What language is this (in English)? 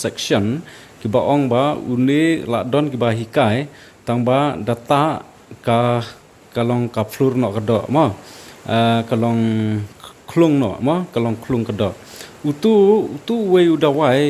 Khasi